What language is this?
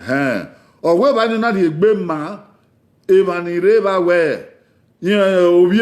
Bini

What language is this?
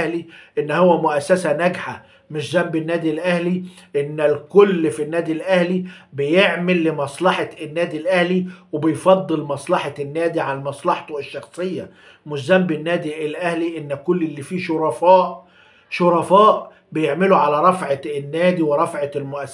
Egyptian Arabic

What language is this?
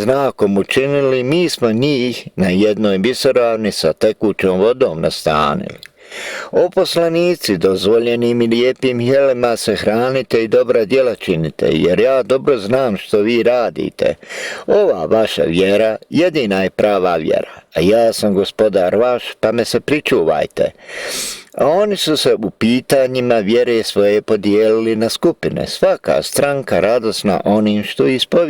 Bosnian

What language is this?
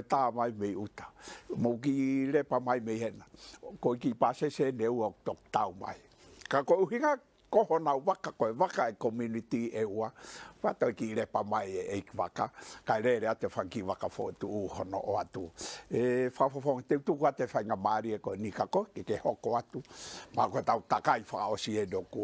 Tongan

